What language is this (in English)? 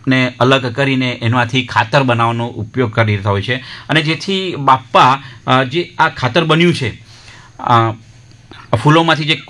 Gujarati